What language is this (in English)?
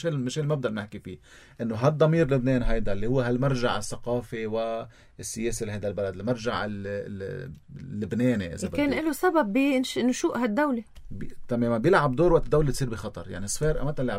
North Levantine Arabic